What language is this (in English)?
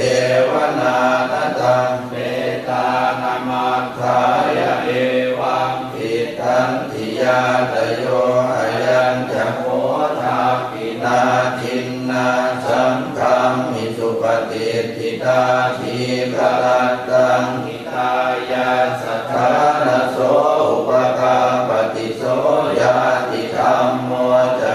Pali